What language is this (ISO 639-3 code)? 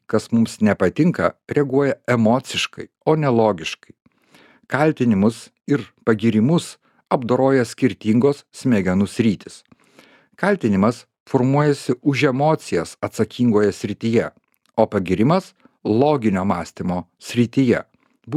lit